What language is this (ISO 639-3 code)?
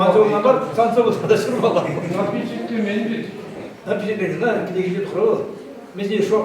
chv